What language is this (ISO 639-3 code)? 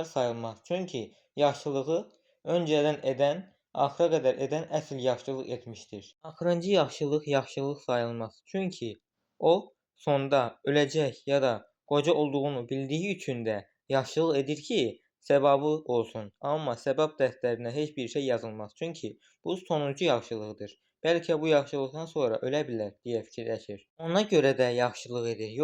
aze